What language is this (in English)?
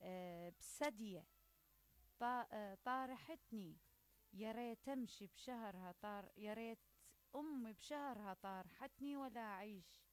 Mesopotamian Arabic